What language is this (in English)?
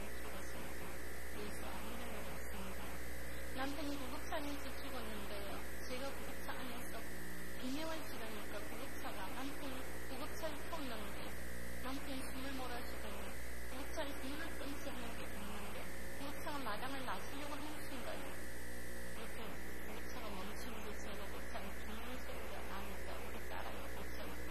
Korean